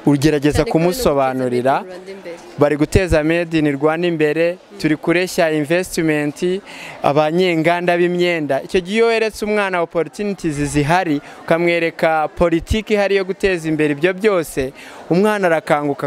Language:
Kinyarwanda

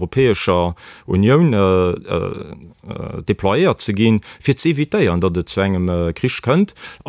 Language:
Luxembourgish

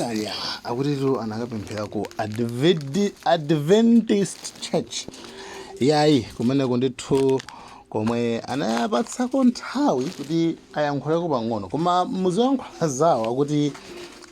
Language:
Nyanja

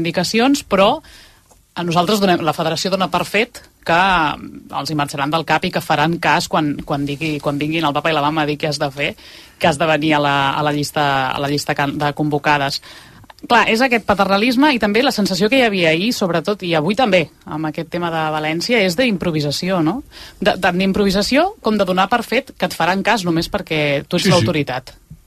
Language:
Catalan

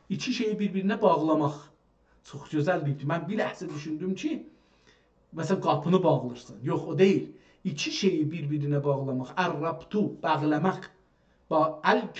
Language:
South Azerbaijani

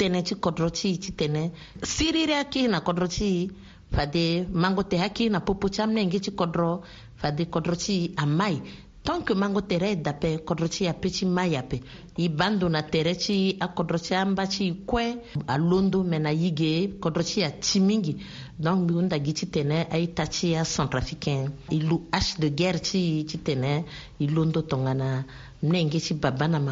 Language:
Sango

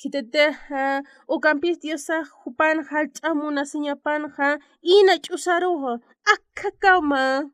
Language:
Aymara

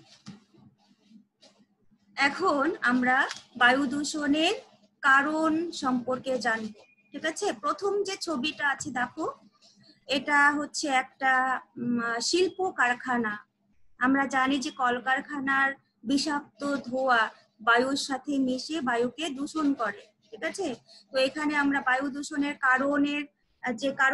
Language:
Bangla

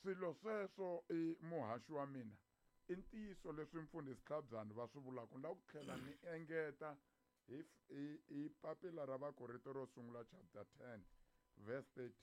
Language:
Tsonga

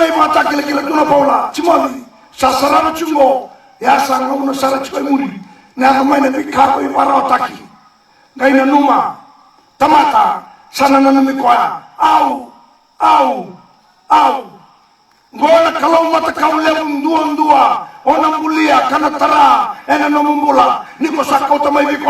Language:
Fijian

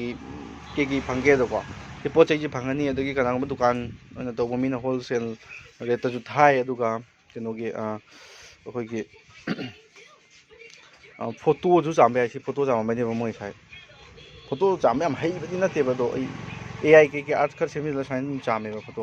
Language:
Manipuri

